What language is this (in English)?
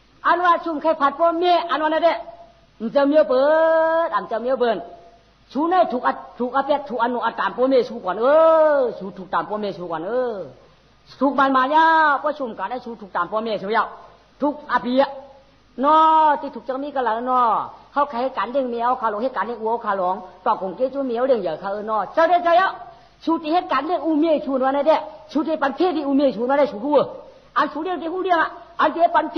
Shan